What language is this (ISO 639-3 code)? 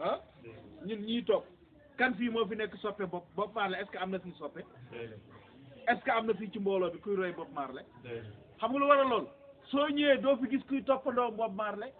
wol